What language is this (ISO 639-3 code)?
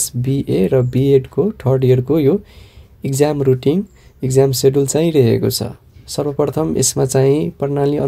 nep